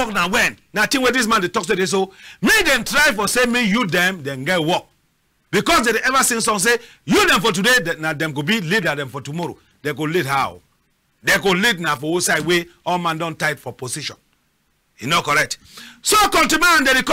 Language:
Cameroon Pidgin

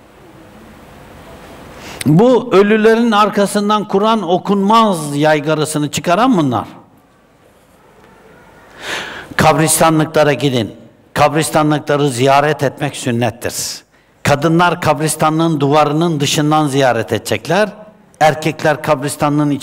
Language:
Turkish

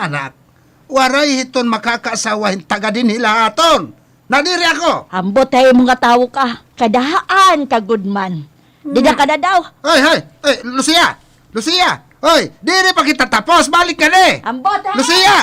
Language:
Waray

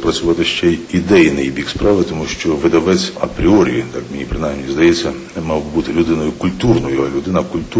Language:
Ukrainian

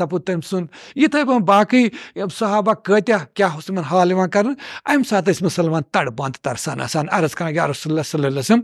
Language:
Kashmiri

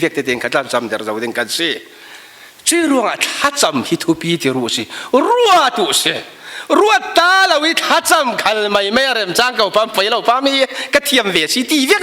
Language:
Falam Chin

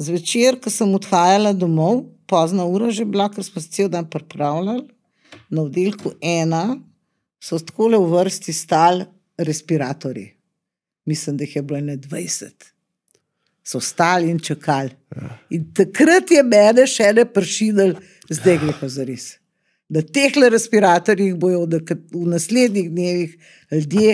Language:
Slovenian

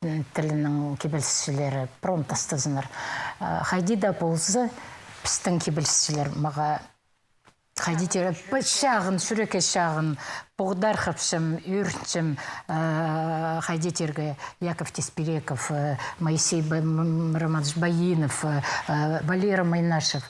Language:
Khakas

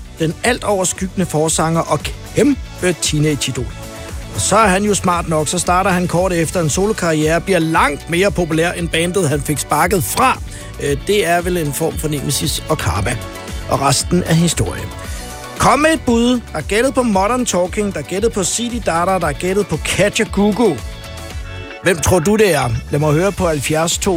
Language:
Danish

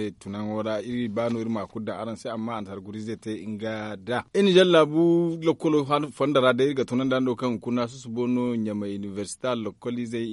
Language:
Zarma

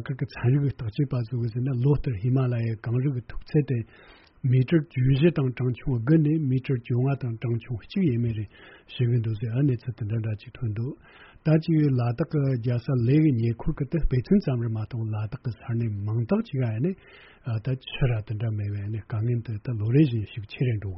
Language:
Tibetan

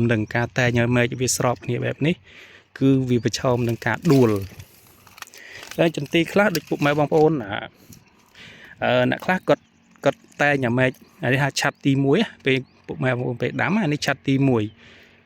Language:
Khmer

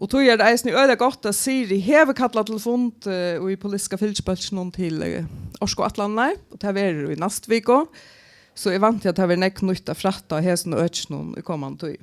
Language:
Faroese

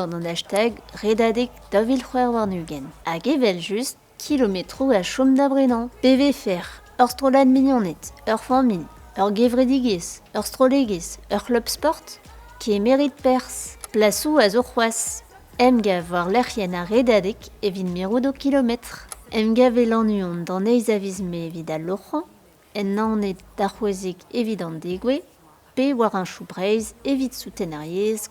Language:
Breton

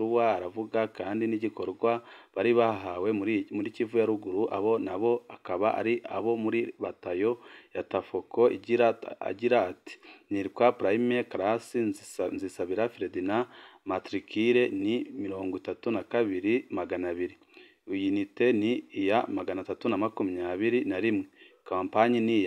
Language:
Rundi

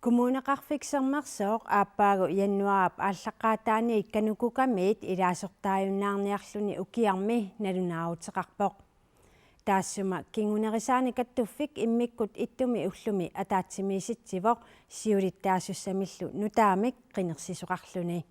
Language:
Kalaallisut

